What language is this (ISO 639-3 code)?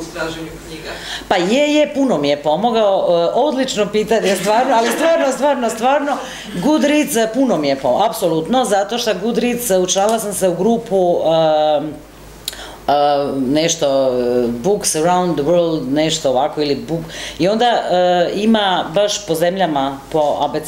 hrv